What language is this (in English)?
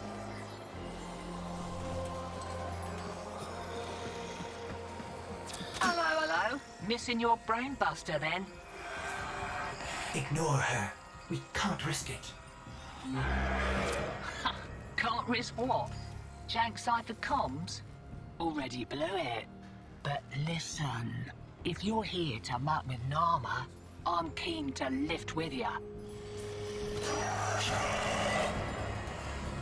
English